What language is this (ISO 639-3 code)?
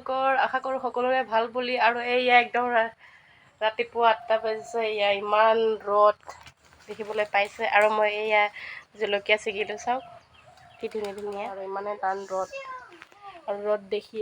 asm